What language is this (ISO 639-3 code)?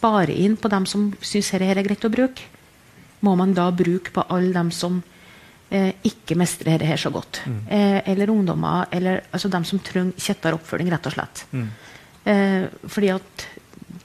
nor